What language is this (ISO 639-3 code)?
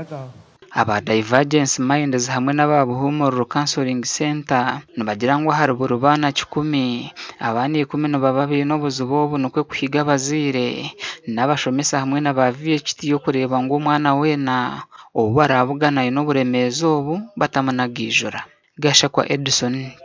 nyn